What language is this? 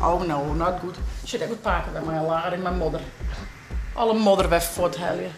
Western Frisian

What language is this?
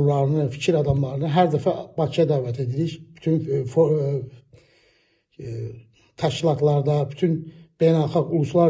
Azerbaijani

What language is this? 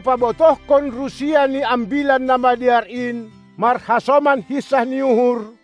Batak Simalungun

